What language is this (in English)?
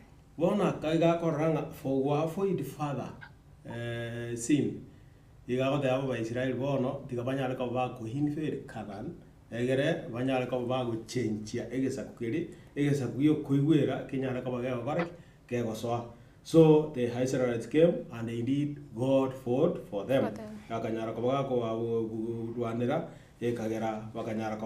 Gusii